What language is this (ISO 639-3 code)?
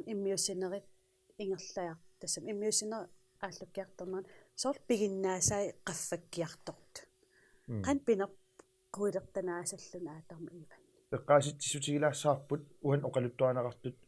kal